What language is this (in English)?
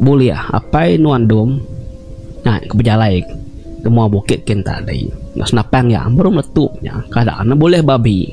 Iban